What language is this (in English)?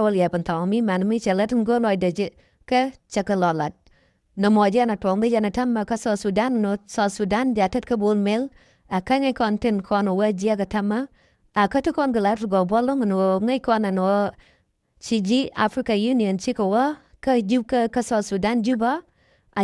Nuer